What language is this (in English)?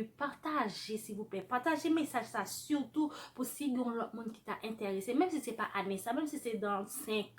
Haitian Creole